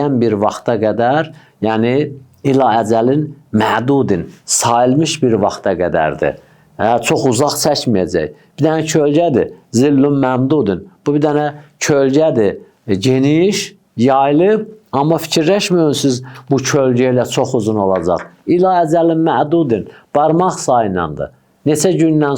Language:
Azerbaijani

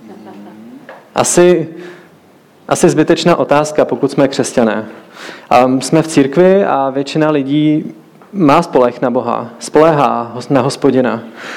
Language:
Czech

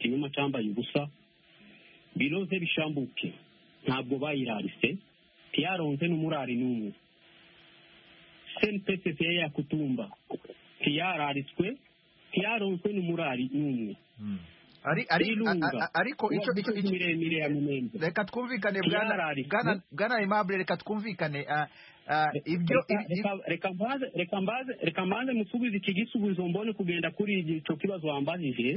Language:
Kinyarwanda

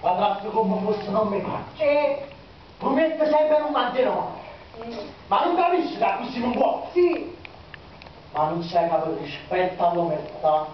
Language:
Neapolitan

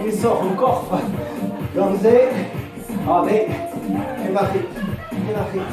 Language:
Breton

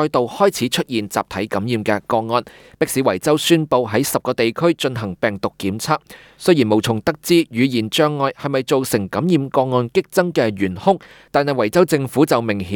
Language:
Cantonese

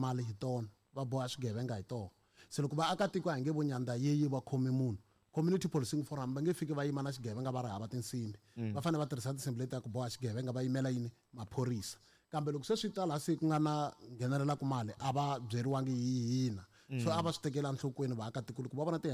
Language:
Tsonga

